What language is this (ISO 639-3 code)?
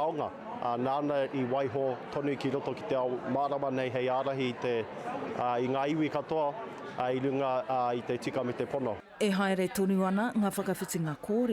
mri